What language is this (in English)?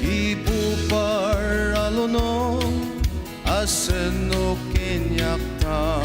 Ao Naga